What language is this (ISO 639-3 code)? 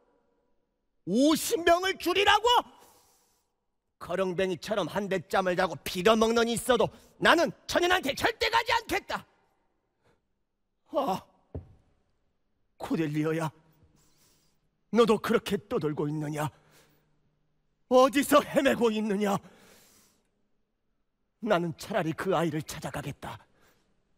kor